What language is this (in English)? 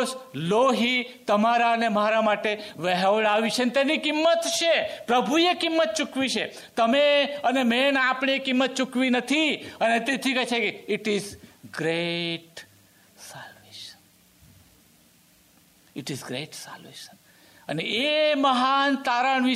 Gujarati